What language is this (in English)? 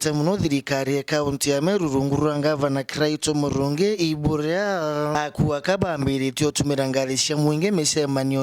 Meru